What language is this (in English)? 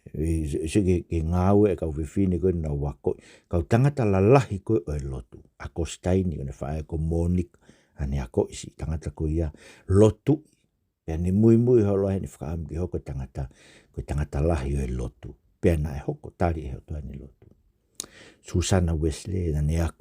Tongan